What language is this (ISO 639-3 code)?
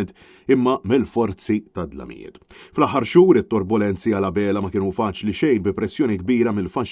mlt